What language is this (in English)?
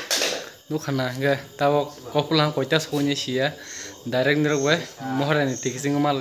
Kok Borok